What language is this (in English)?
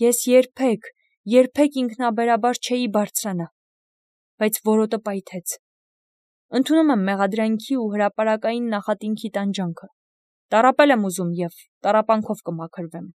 Armenian